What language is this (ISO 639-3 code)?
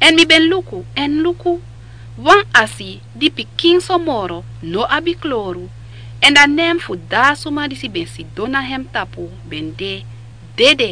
srn